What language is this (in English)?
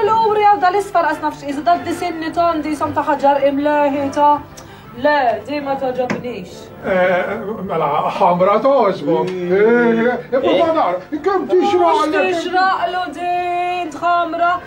Maltese